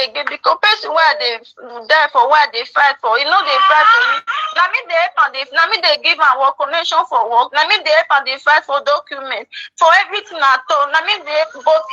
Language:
Nigerian Pidgin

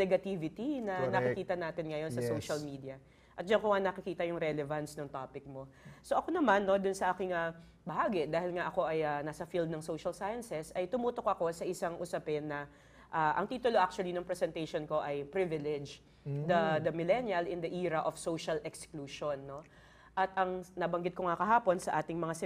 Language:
Filipino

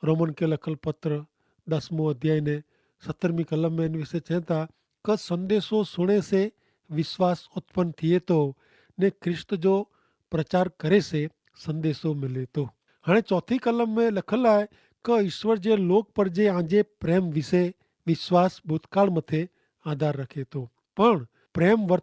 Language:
Kachhi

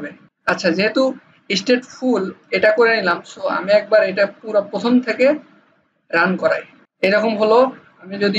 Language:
Bangla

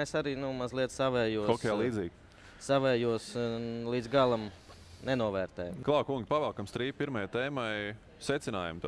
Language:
Latvian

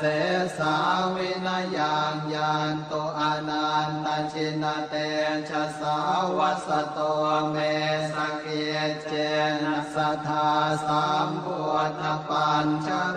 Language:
Pali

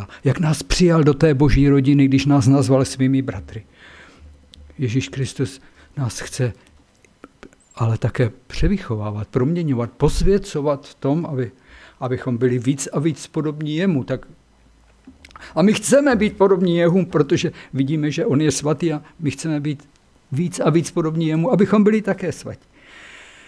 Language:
Czech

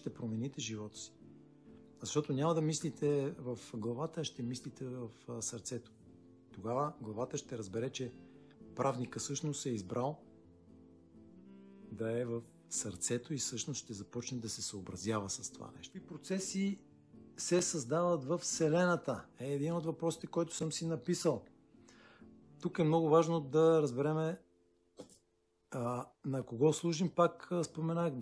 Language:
Bulgarian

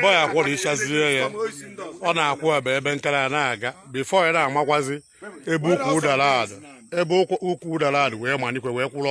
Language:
Igbo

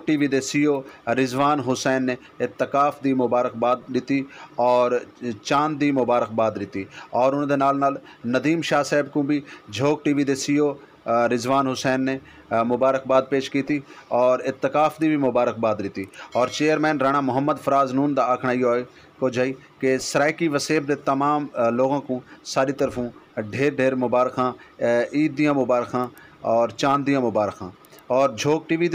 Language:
Saraiki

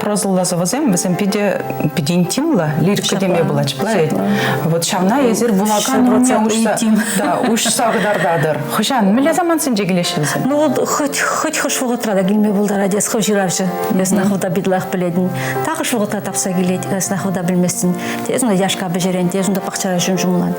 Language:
Chuvash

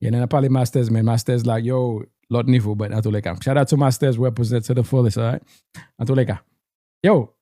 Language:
Haitian Creole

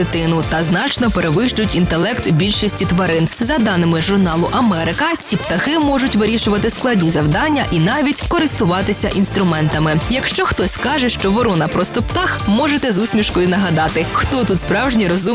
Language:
Ukrainian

